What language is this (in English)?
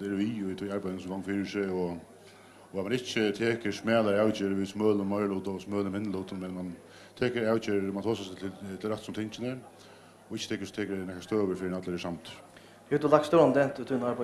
Faroese